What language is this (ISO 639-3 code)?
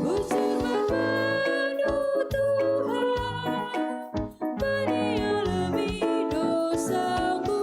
btx